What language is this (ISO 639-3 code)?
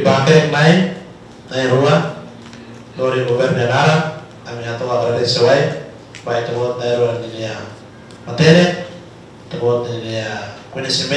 tet